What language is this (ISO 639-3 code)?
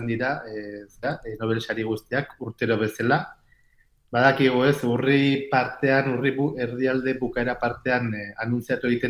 eus